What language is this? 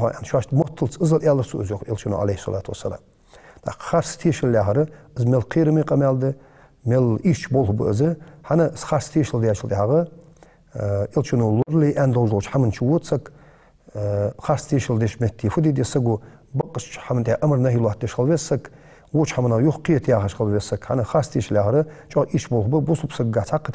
Ingush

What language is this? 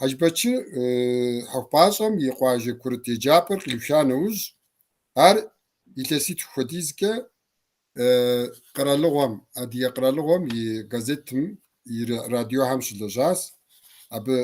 Kabardian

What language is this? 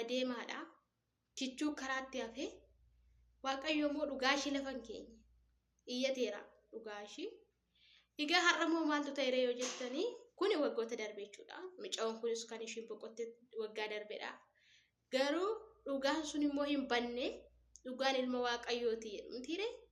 Oromo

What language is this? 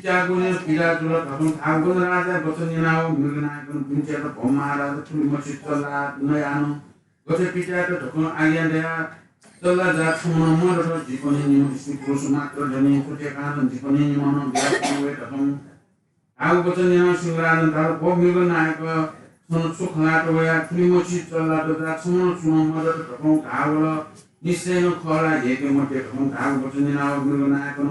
Newari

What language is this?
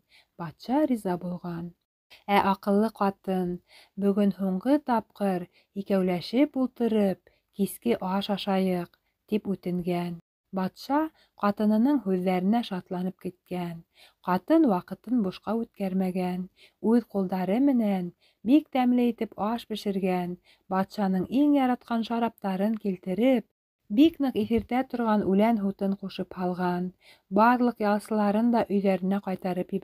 Bashkir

